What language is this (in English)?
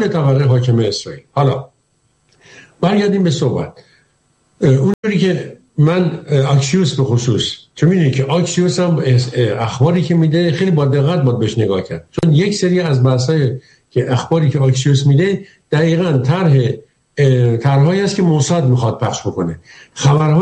Persian